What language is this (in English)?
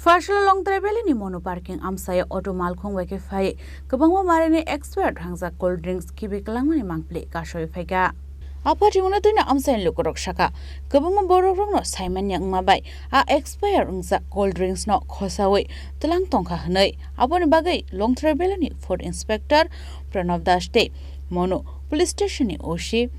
Kok Borok